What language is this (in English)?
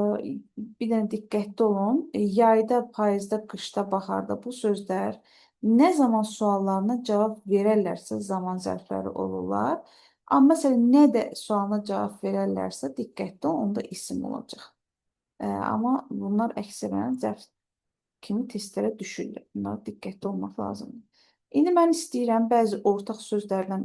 Azerbaijani